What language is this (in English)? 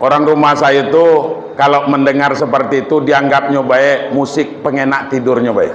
Minangkabau